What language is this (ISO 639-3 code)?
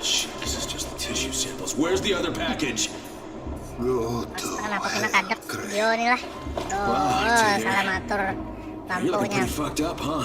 bjn